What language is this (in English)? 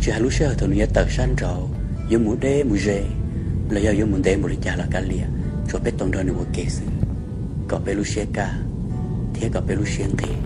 Hmong